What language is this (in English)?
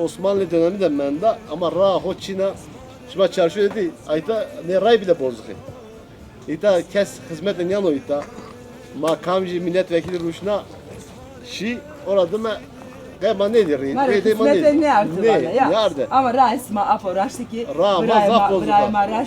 Zaza